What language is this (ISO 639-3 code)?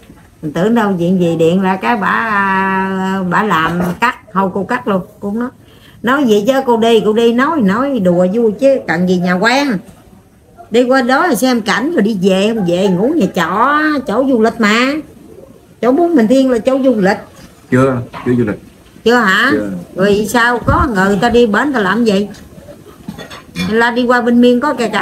vie